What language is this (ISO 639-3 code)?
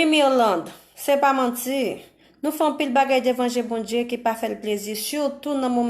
hat